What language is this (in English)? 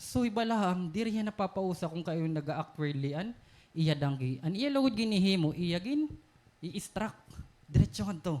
Waray